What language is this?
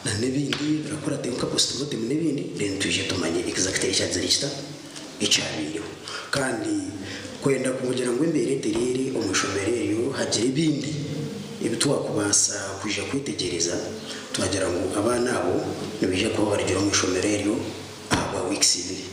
Nyankole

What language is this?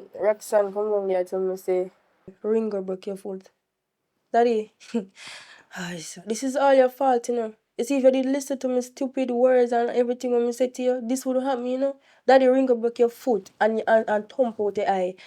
Jamaican Creole English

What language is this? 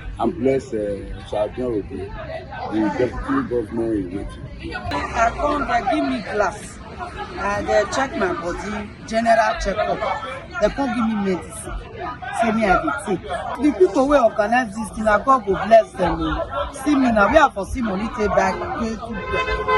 Nigerian Pidgin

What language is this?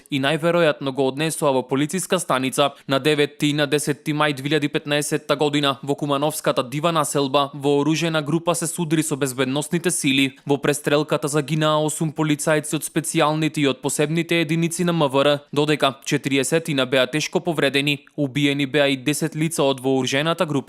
Macedonian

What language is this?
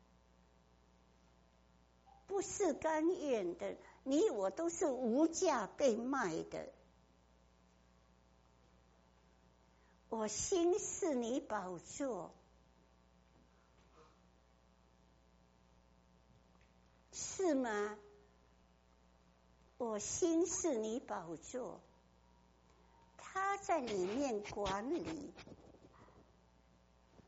Chinese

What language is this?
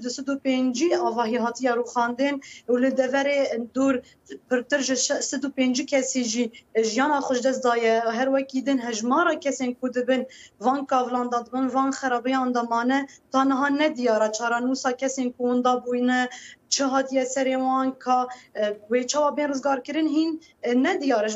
Kurdish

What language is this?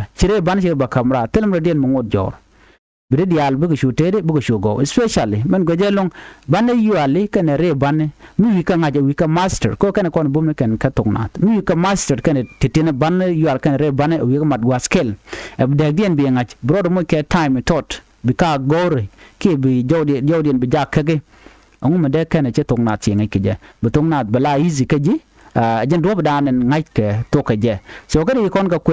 Nuer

